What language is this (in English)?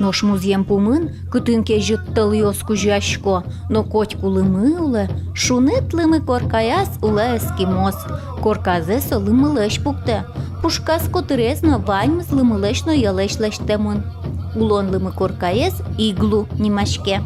Udmurt